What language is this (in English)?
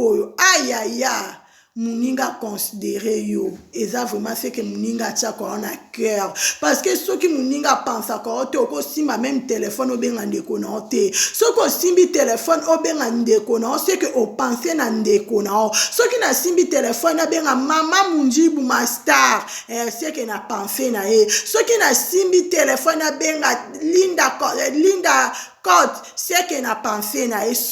Lingala